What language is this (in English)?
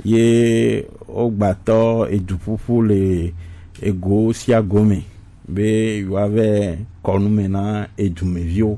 Gen